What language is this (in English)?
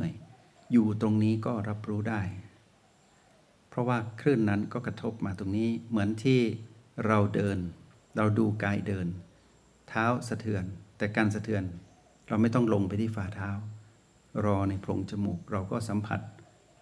Thai